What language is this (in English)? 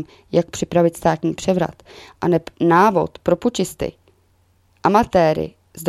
Czech